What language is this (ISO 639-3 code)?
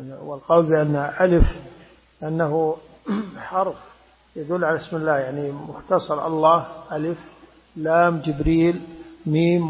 ara